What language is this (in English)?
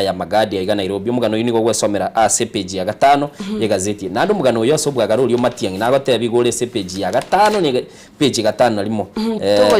Gusii